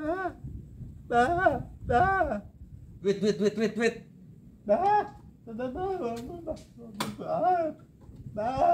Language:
Betawi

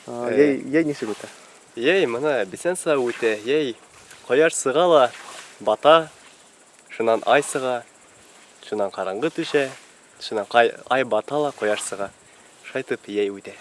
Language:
Bashkir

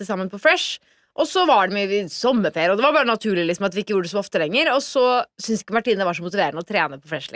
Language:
Norwegian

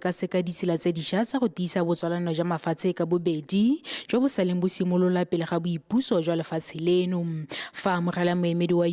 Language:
Tswana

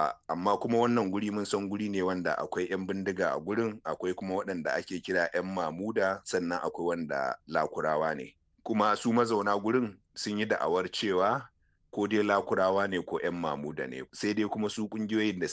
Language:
Hausa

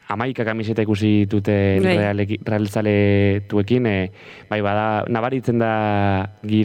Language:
Basque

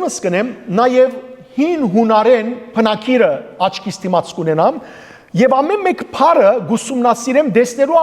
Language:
Western Armenian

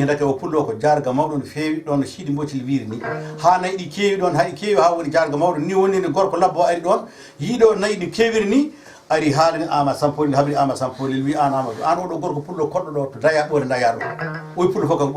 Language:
Fula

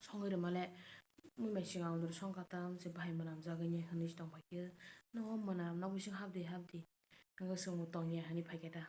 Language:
Kok Borok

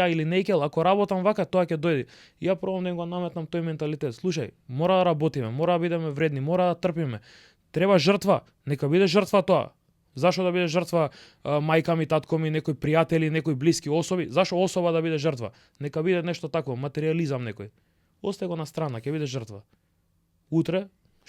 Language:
Macedonian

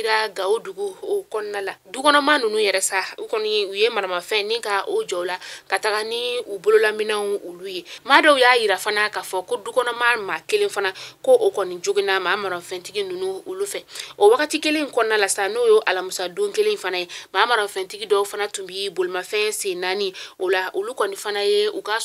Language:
Bambara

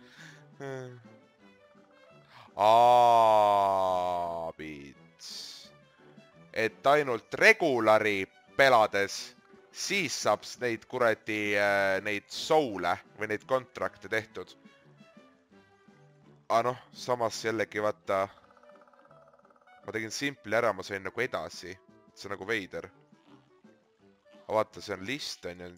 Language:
Estonian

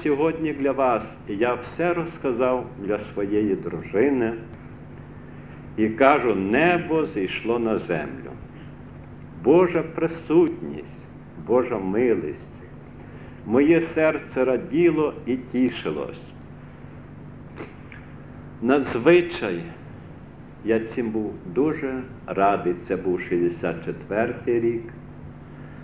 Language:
Ukrainian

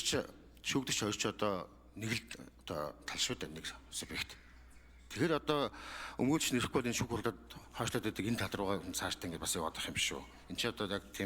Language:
Mongolian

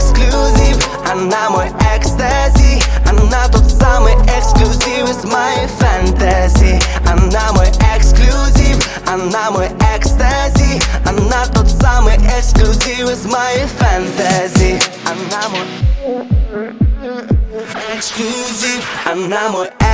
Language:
Russian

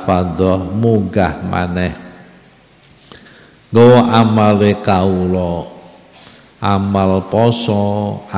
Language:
Javanese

